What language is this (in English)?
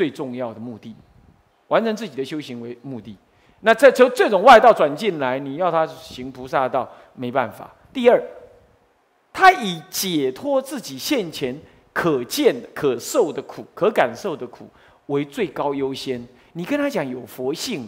Chinese